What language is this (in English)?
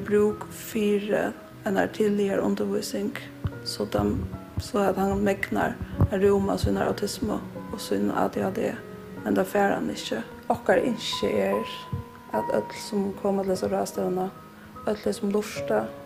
Faroese